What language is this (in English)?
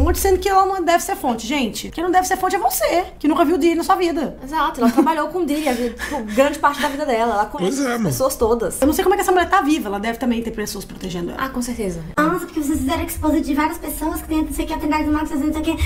Portuguese